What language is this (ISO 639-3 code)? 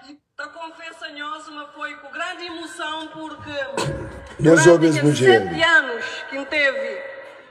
kea